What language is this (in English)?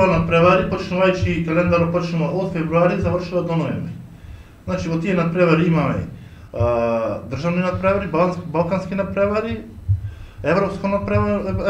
Macedonian